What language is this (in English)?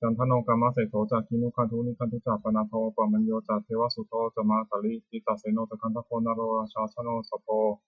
Pali